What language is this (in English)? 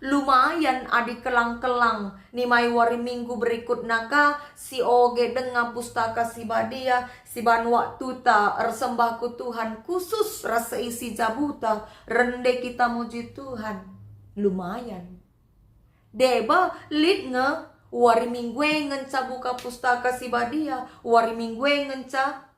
Batak Karo